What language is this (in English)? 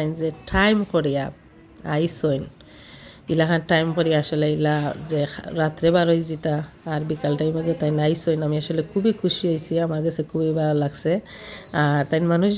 Sylheti